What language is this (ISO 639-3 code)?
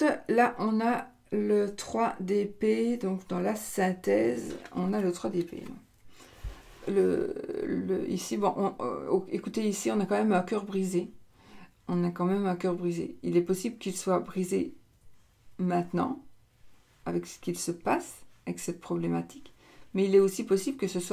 fra